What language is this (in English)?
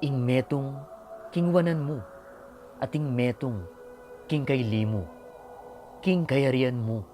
Pampanga